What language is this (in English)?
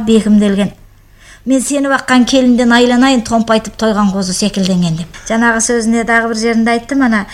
Kyrgyz